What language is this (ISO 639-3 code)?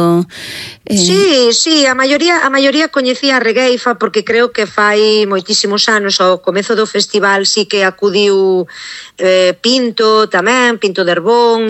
glg